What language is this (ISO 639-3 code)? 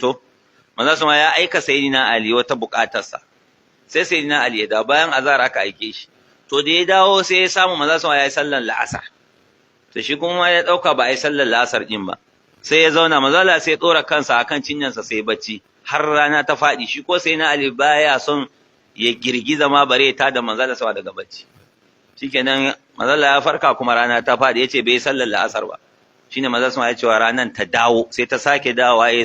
hau